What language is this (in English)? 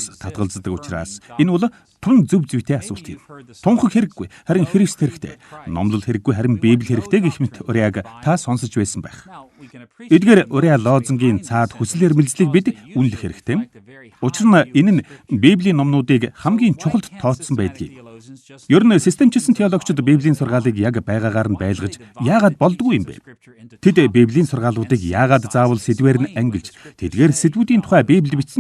Mongolian